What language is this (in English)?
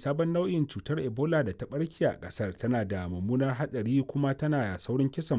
Hausa